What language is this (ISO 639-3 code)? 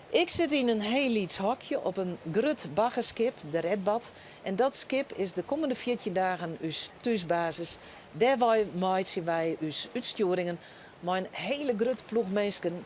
fry